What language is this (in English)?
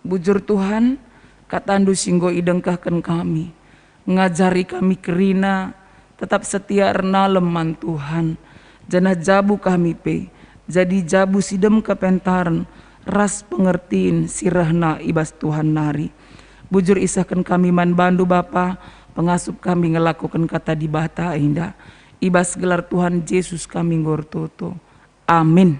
Batak Karo